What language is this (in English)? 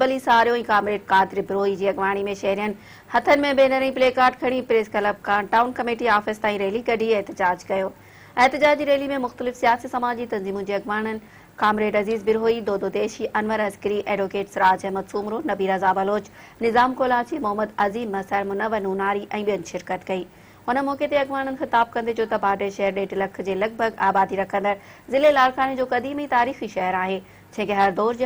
Sindhi